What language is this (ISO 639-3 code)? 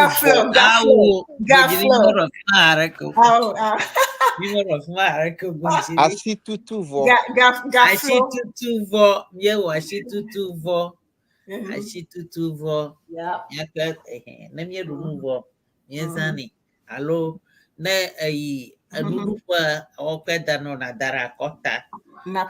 ewe